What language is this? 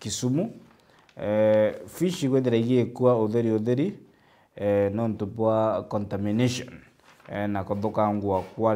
Meru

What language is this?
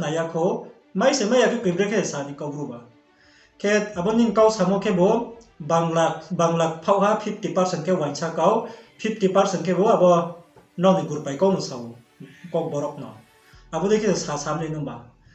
Riang (India)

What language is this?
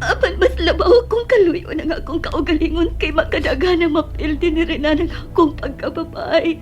Cebuano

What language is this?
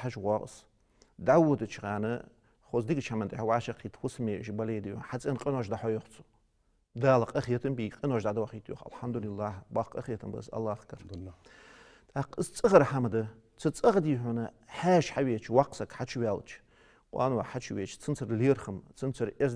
Ingush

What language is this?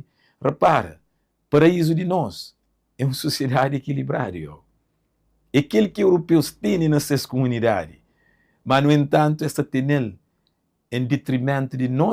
Kabuverdianu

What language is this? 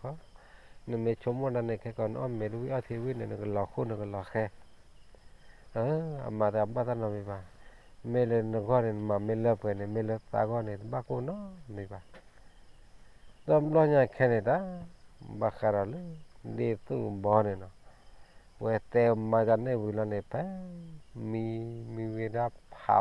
S'gaw Karen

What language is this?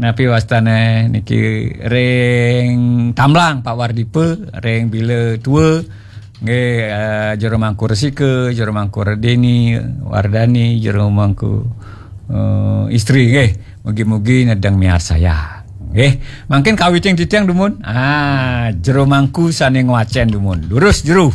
Balinese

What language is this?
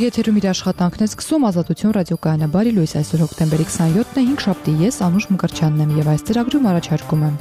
Armenian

